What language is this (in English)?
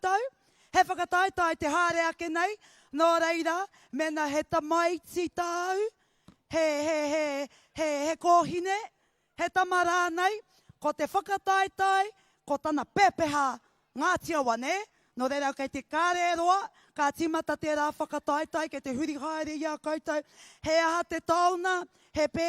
Māori